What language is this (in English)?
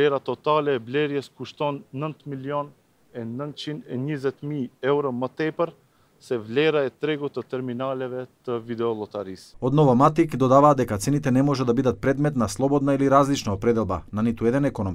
Macedonian